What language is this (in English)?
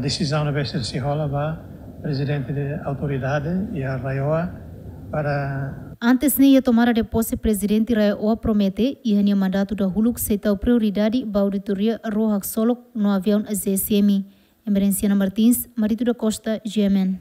Tetum